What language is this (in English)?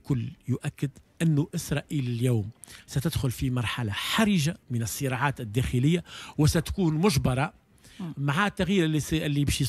Tunisian Arabic